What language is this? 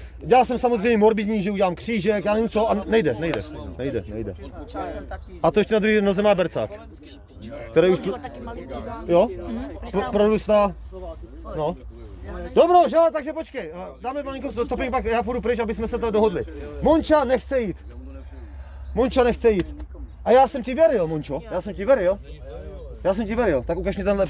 Czech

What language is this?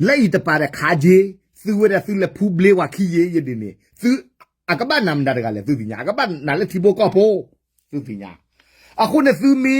S'gaw Karen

